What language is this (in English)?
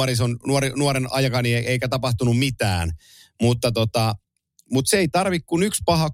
Finnish